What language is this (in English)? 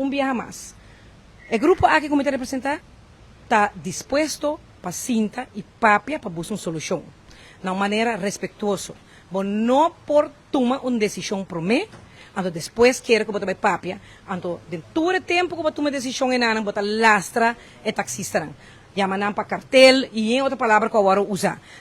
Papiamento